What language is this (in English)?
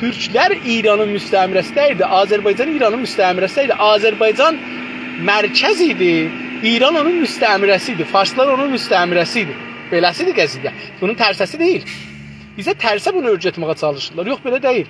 South Azerbaijani